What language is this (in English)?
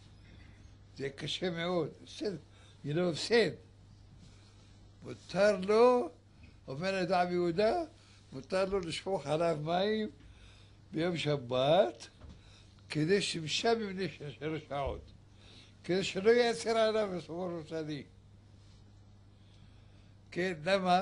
Hebrew